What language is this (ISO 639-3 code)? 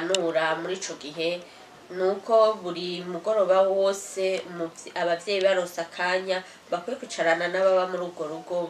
run